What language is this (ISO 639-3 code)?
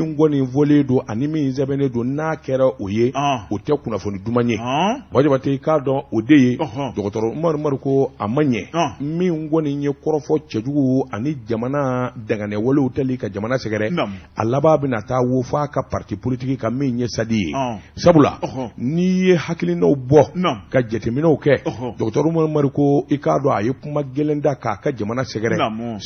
bam